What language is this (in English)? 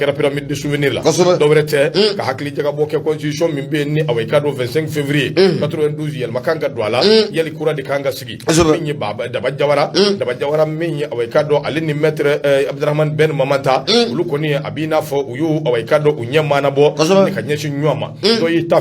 Bambara